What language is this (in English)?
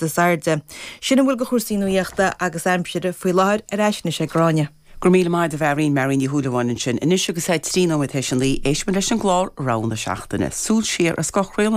Irish